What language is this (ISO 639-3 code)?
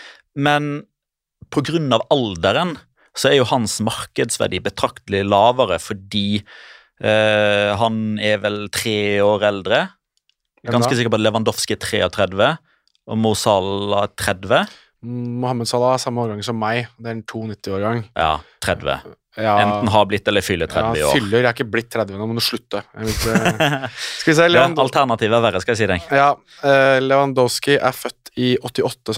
nor